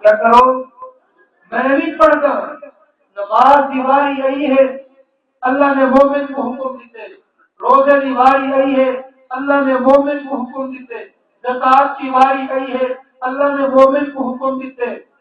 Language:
Saraiki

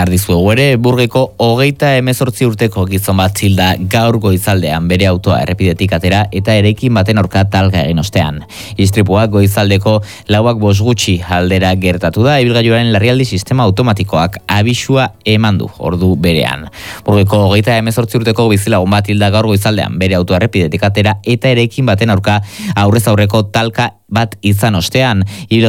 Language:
Basque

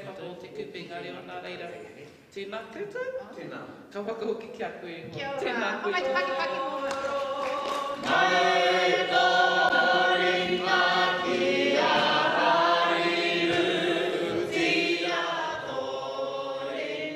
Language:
Māori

